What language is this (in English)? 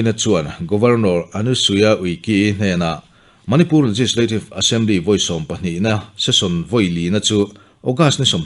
Mizo